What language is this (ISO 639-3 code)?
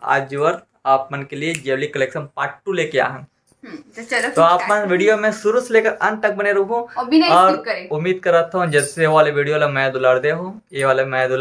hne